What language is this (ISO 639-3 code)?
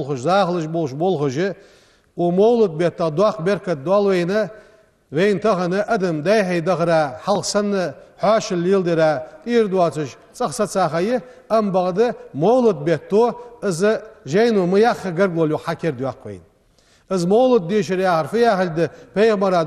inh